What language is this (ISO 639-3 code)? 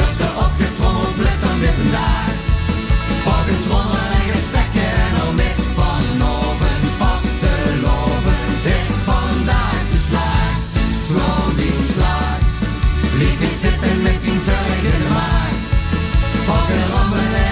lim